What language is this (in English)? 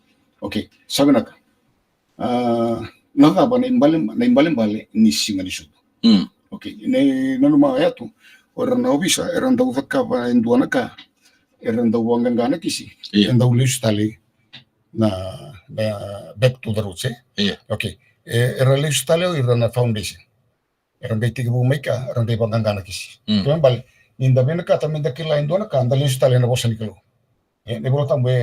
Fijian